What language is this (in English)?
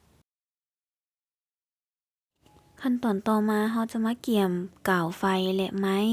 Lao